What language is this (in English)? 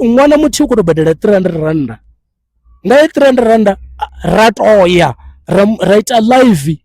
Venda